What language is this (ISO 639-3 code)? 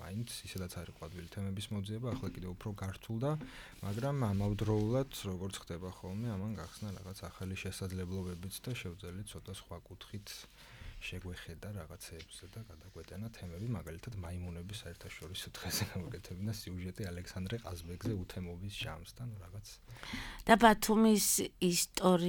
kat